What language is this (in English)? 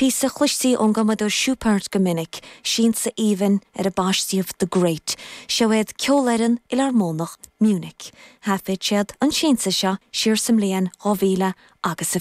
Irish